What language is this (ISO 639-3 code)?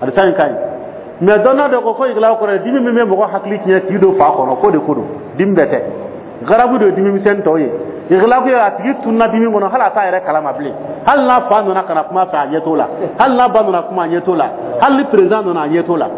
dyu